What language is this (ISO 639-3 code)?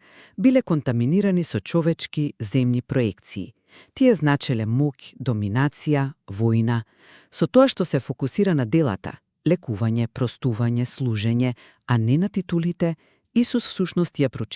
mkd